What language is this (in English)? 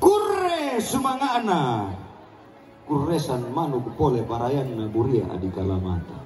Toraja-Sa'dan